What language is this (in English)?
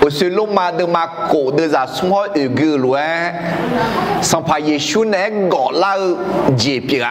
Akha